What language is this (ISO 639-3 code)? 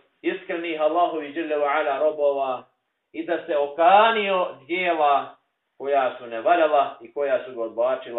bos